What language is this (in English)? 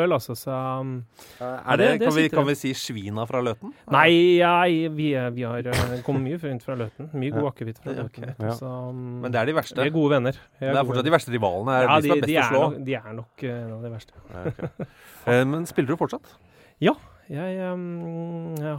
Norwegian